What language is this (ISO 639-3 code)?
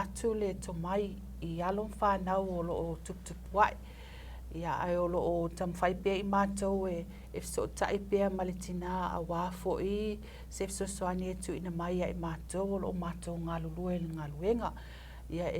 smo